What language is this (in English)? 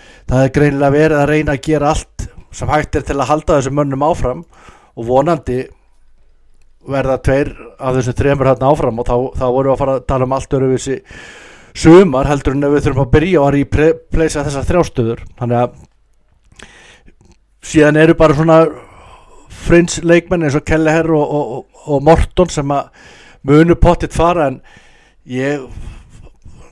Icelandic